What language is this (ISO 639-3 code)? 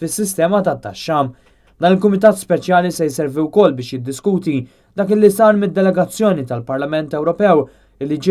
mlt